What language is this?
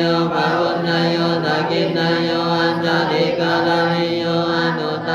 Pali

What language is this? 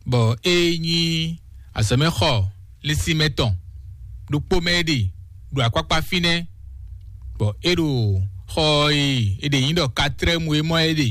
Fon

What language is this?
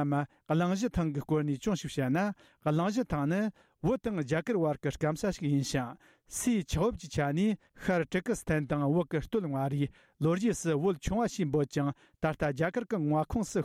Tibetan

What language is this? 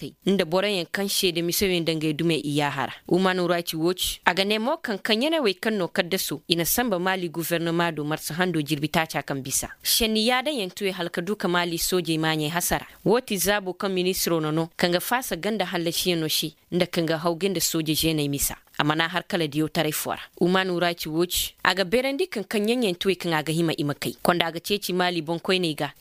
Koyraboro Senni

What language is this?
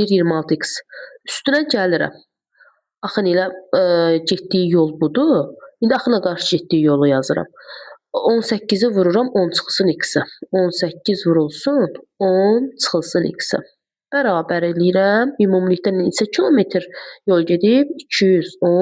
Azerbaijani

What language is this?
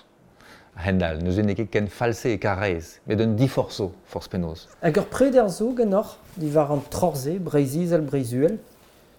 Breton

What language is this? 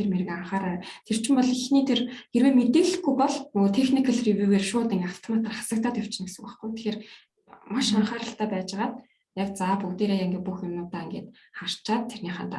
Mongolian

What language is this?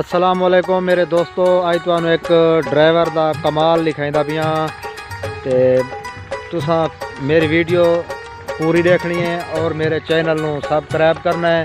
Saraiki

